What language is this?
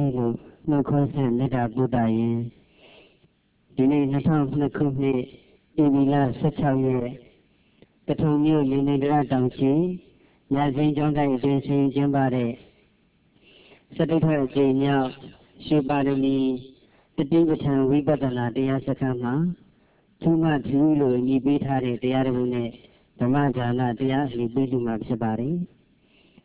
Burmese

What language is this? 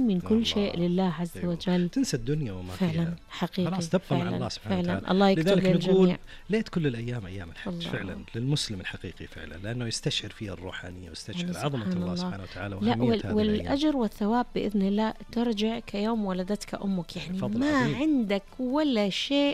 Najdi Arabic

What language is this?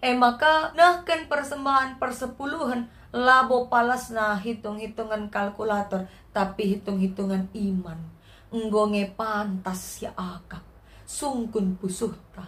Batak Karo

